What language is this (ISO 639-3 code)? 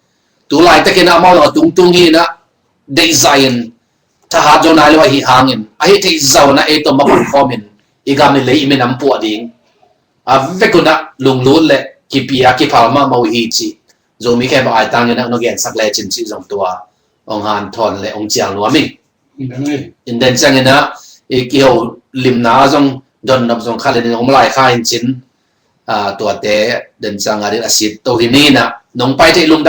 ctd